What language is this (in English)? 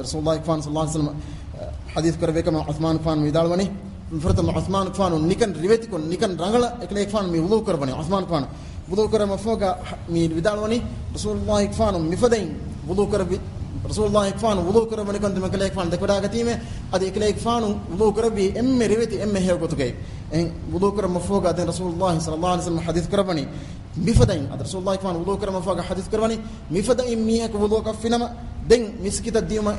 Divehi